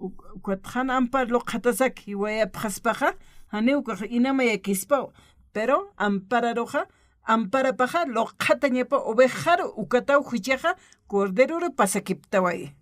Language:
Aymara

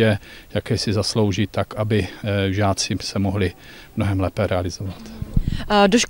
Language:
Czech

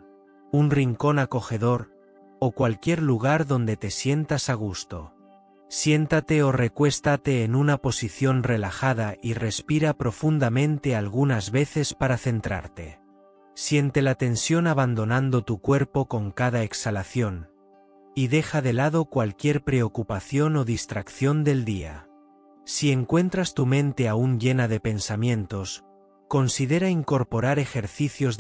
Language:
Spanish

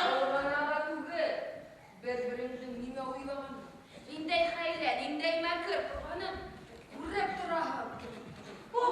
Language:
Bashkir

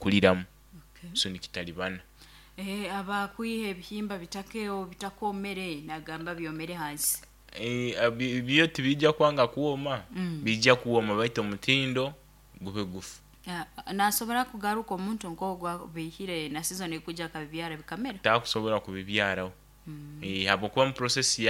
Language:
Nyoro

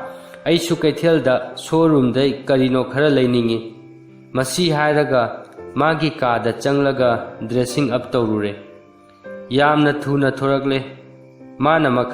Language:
Manipuri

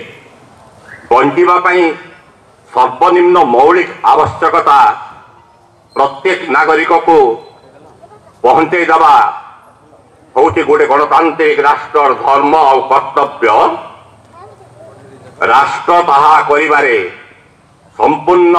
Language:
Odia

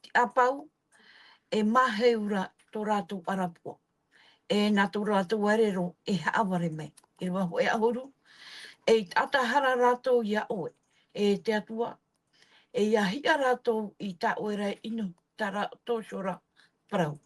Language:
Tahitian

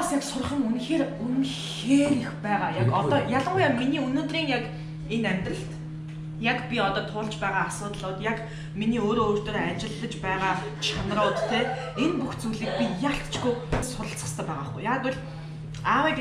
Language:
Mongolian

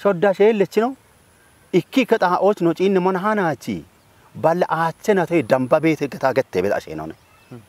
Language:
Kafa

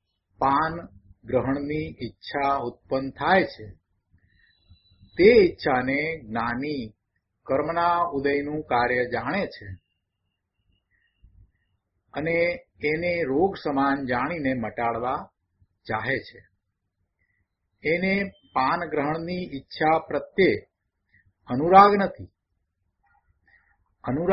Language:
Gujarati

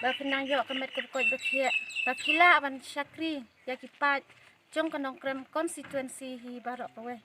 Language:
Khasi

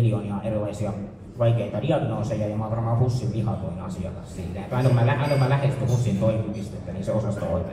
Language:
Finnish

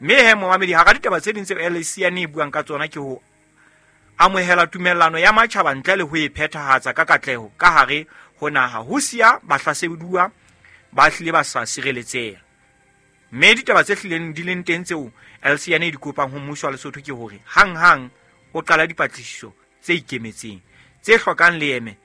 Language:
Southern Sotho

